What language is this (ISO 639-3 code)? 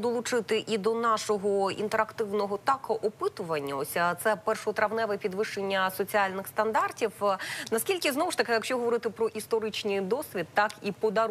ukr